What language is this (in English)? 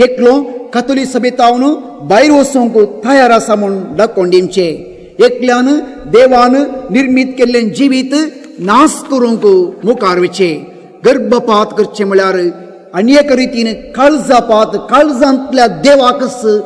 Konkani